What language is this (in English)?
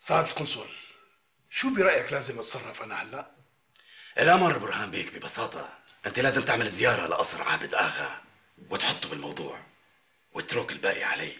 North Levantine Arabic